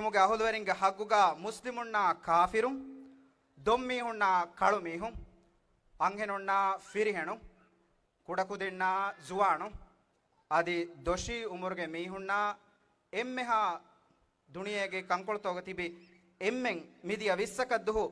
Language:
Divehi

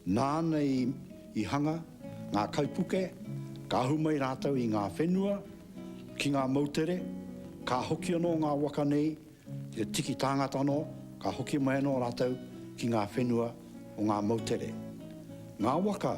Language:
Māori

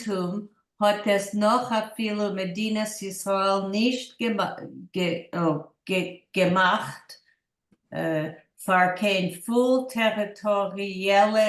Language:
Yiddish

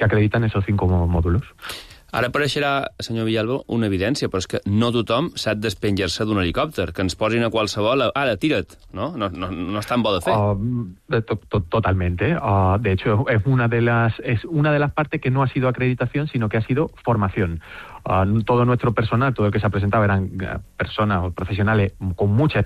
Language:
Catalan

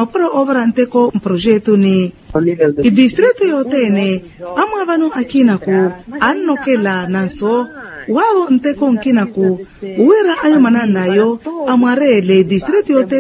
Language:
Makhuwa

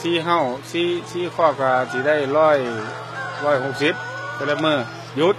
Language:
Lao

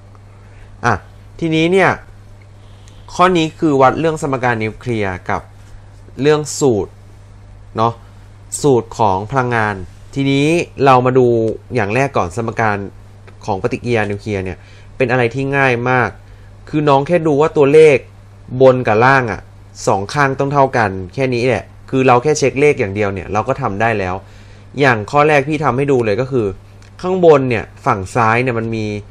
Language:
Thai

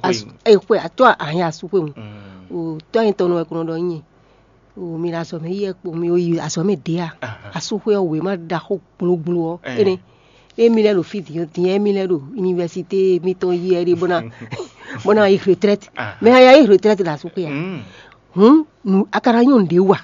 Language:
Fon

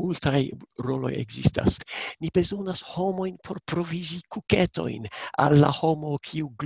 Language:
Esperanto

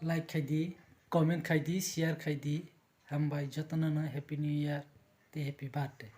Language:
Kok Borok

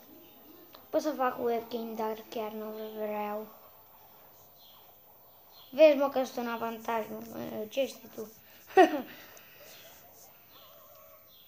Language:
Romanian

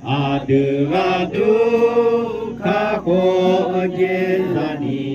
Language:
Akha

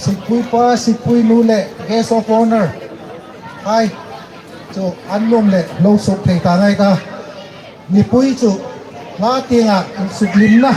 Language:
Hmar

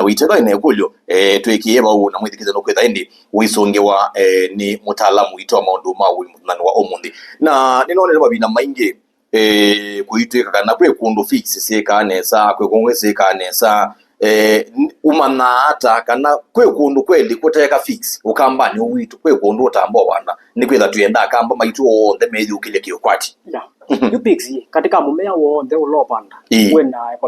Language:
Kamba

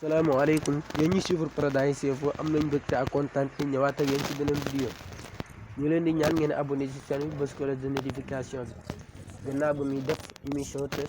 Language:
Wolof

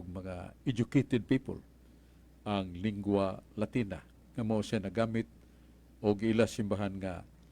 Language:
Cebuano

